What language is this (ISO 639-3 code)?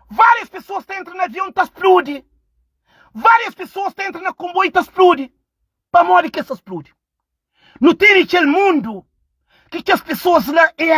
kea